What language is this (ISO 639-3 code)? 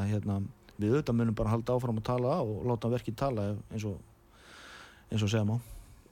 isl